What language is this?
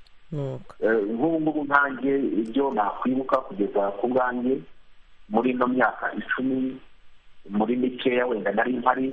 Kinyarwanda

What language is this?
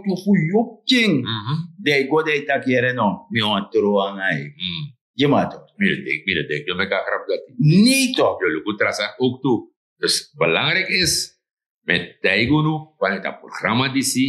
Sranan Tongo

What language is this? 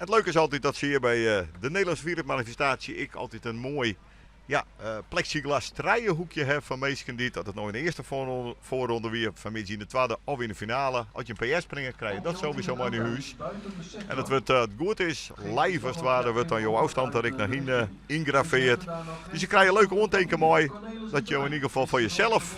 Western Frisian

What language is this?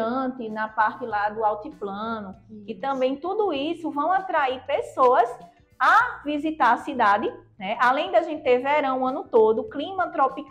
Portuguese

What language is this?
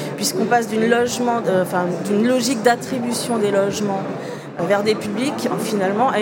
French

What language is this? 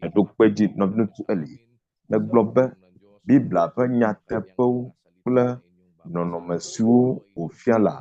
Ewe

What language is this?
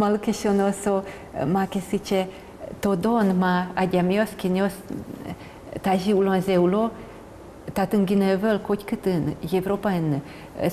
Udmurt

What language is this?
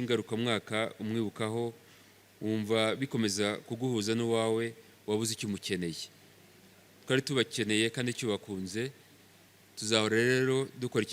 Kinyarwanda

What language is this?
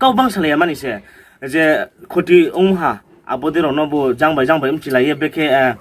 Riang (India)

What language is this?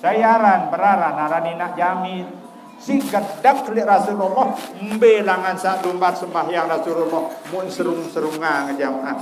Sasak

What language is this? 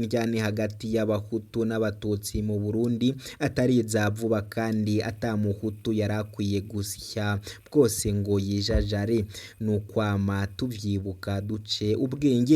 Rundi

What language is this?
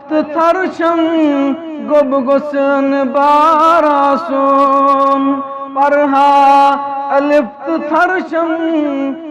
Kashmiri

